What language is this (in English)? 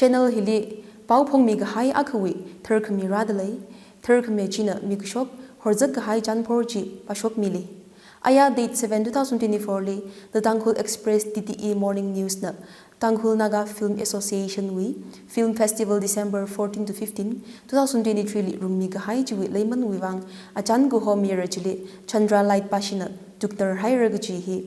Tangkhul Naga (India)